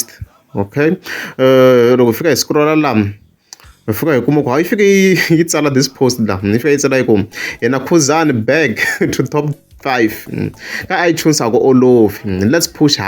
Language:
Tsonga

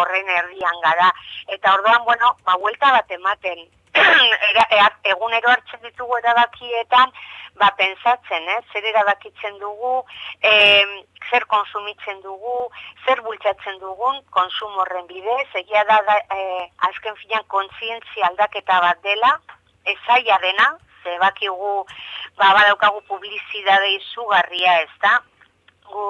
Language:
Basque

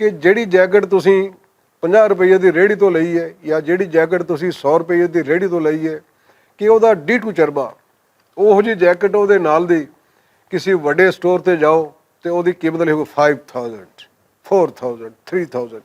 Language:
Western Panjabi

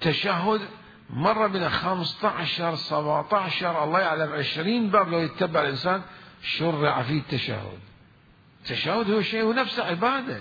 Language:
Mesopotamian Arabic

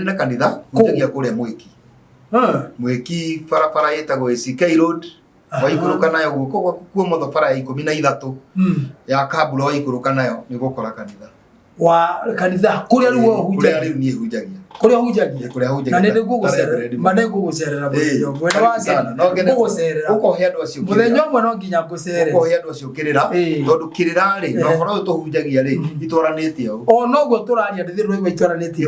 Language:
Kikuyu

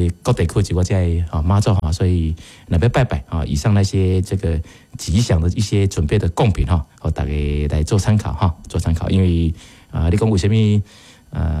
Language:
Min Nan Chinese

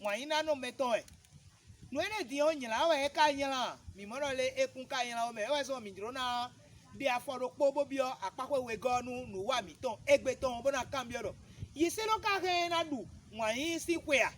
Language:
Fon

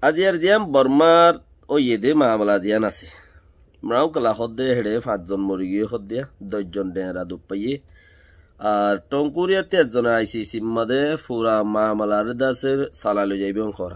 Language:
Rohingya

